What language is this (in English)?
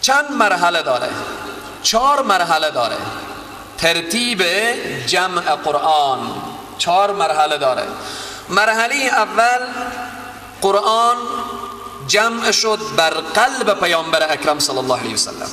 Persian